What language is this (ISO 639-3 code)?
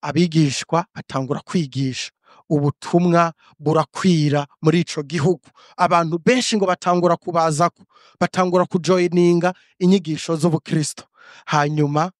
run